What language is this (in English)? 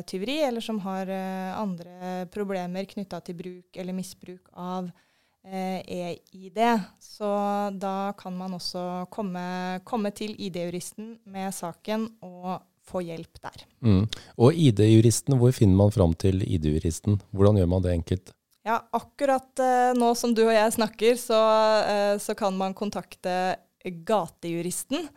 Norwegian